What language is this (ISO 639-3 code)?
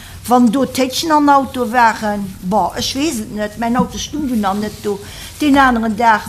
ltz